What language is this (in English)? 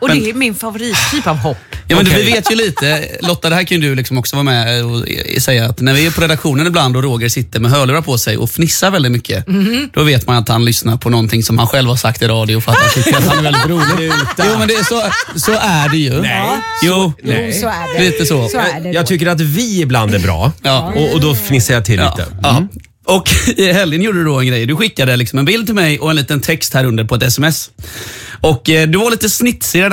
Swedish